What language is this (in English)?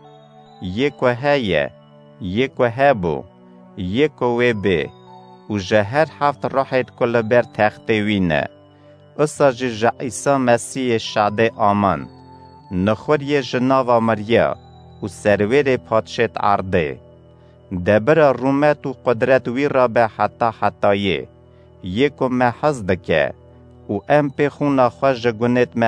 Kurdish